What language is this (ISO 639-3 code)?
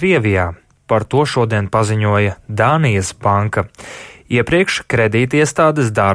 lav